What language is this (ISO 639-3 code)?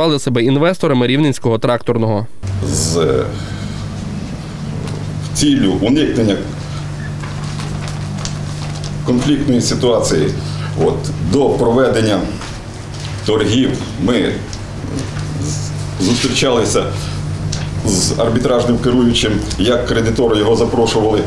ukr